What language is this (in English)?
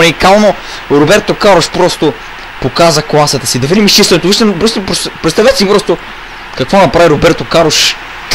Bulgarian